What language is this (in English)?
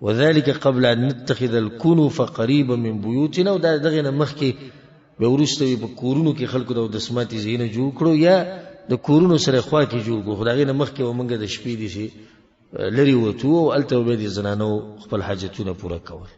Pashto